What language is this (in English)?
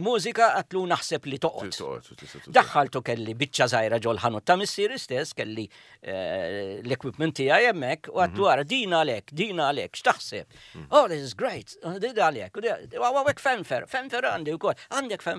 Maltese